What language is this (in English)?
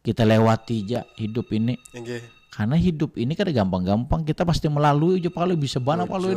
Banjar